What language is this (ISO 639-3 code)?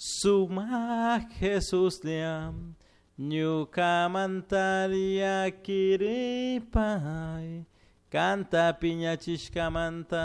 qug